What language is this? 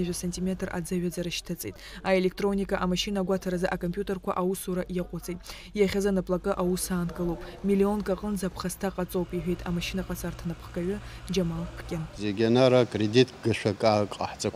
Abkhazian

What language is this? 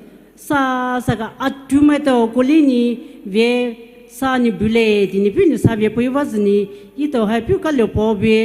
Poumei Naga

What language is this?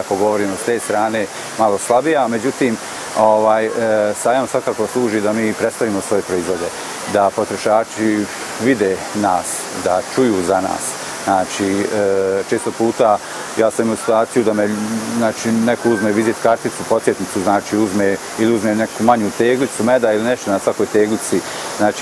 Bosnian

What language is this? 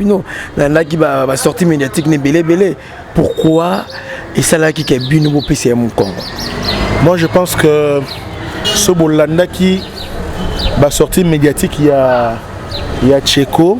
Lingala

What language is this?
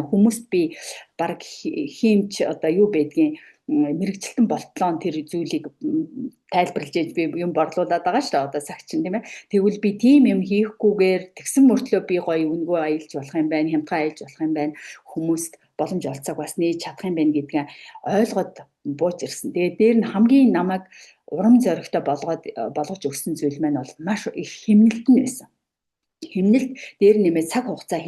Mongolian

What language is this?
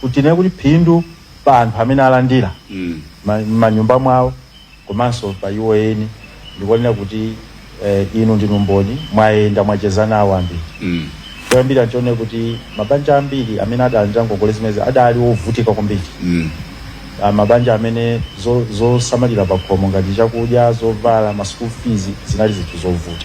Nyanja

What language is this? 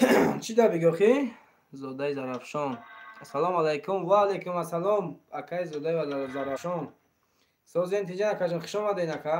Tajik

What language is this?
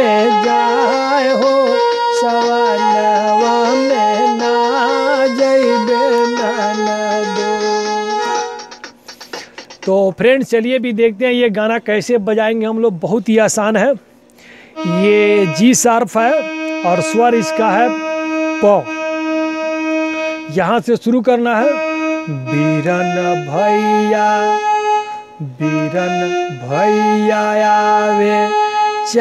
Bhojpuri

